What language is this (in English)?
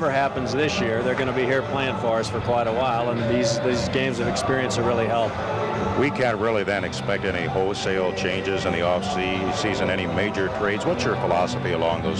English